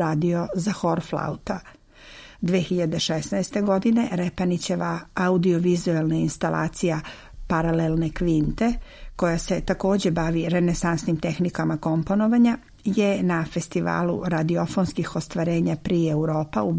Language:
Serbian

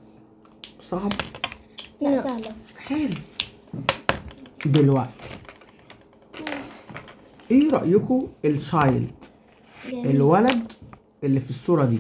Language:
Egyptian Arabic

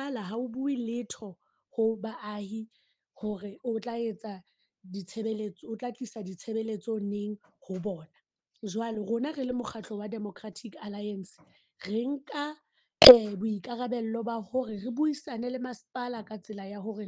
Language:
Southern Sotho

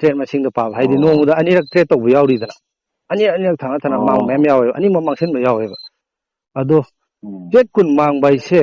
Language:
Manipuri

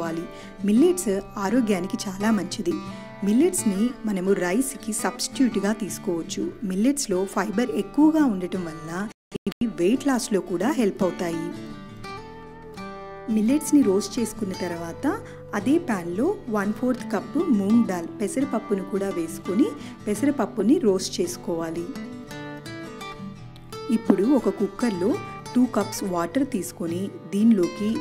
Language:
Telugu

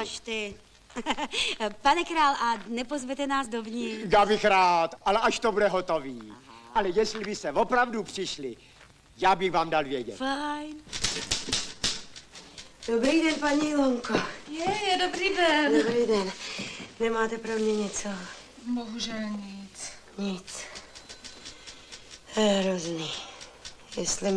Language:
Czech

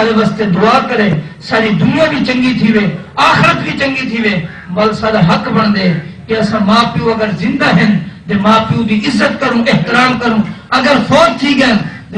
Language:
Saraiki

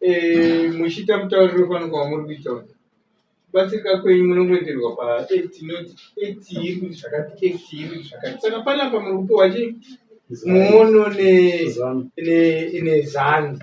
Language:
Shona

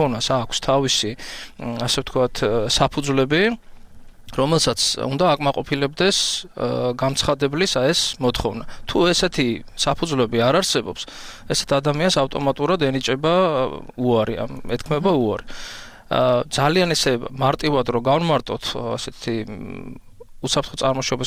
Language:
Georgian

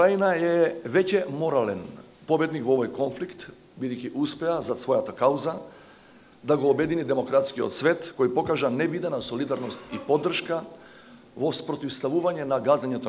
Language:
Macedonian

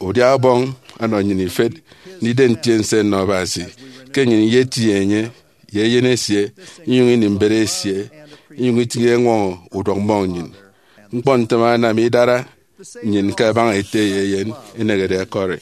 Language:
Efik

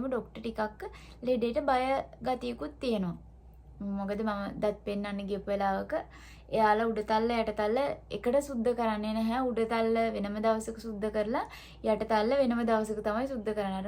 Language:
Sinhala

